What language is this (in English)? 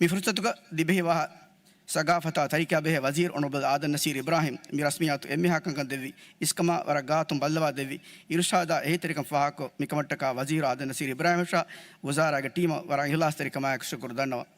Divehi